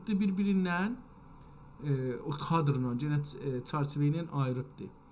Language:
South Azerbaijani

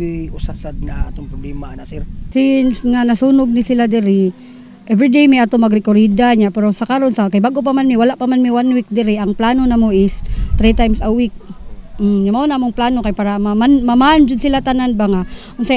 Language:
Cebuano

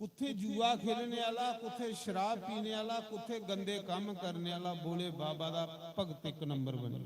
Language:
Dogri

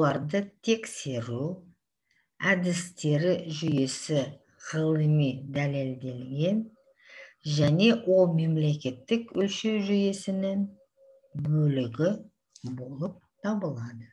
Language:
Kazakh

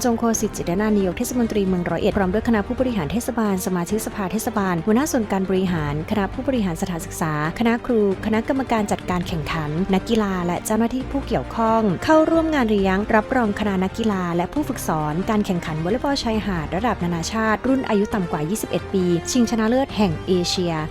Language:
Lao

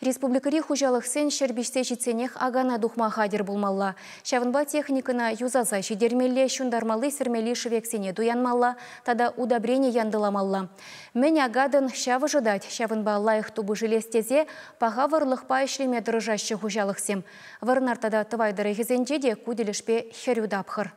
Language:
Chuvash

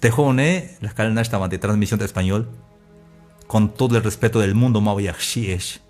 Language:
Tzeltal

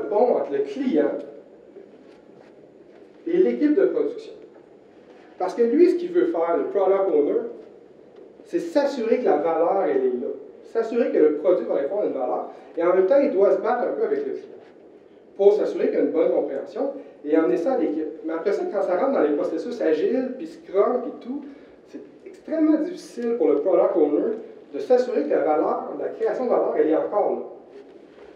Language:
French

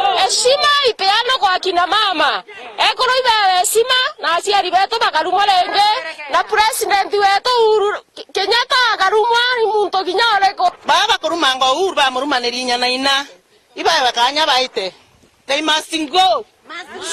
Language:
Meru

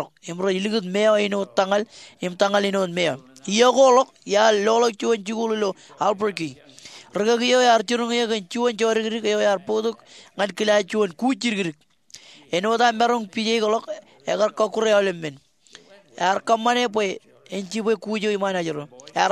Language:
Marshallese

